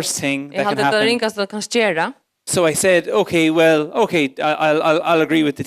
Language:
Faroese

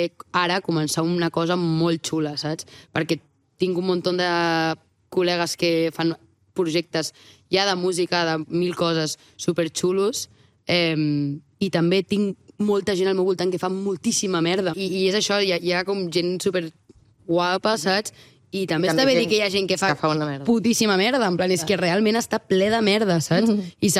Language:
Catalan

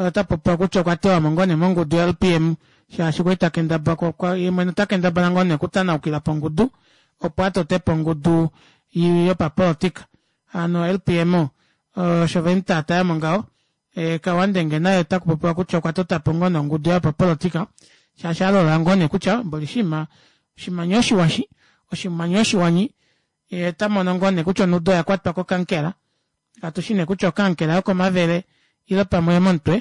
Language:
Kuanyama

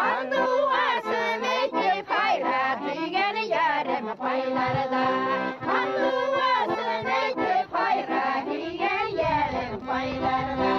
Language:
Bashkir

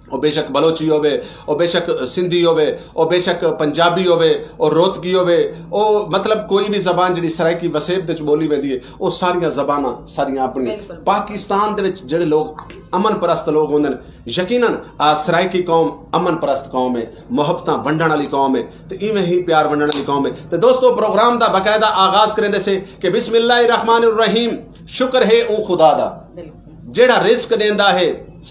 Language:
Saraiki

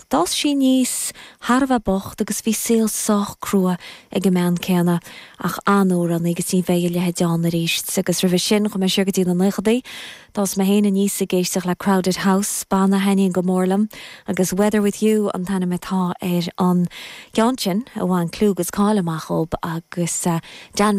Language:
Irish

